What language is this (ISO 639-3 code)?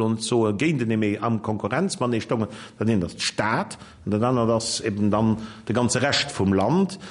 ltz